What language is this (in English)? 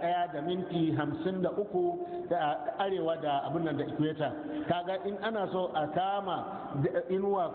Hausa